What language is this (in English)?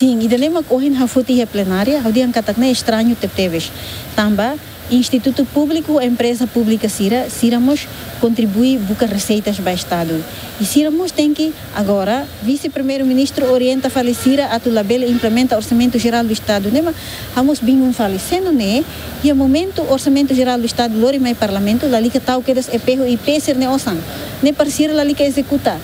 Tetum